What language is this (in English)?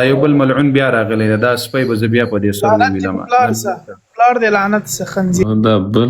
Pashto